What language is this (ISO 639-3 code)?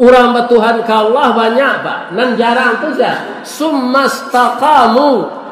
min